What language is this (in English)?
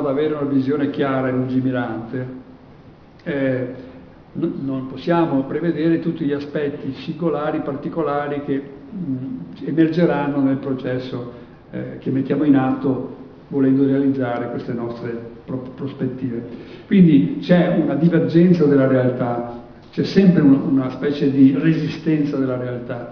Italian